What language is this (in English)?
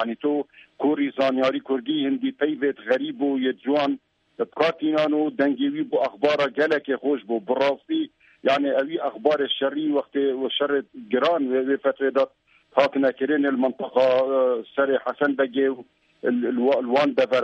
Kurdish